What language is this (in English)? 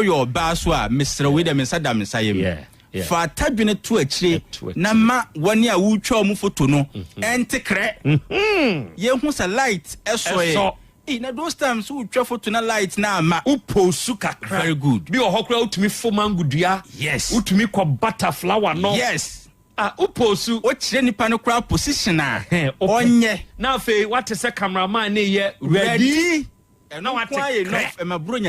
Akan